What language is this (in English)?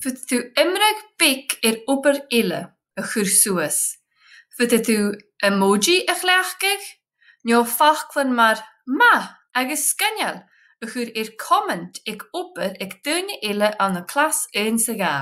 Scottish Gaelic